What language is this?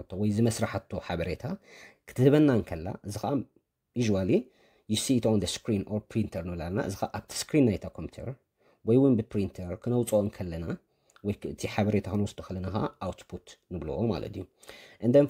Tigrinya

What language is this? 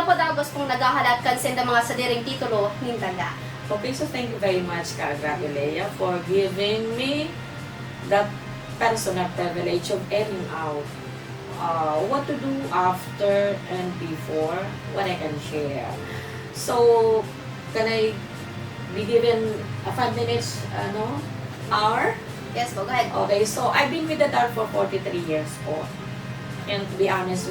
Bikol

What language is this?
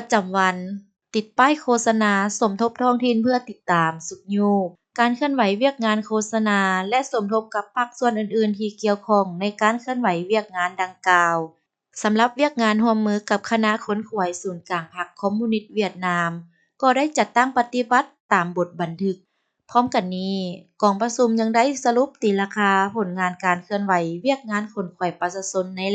Lao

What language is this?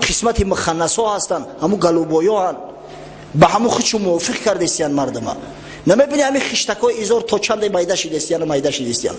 Tajik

